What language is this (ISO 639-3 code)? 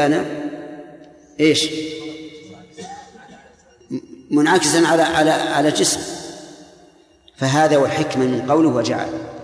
ara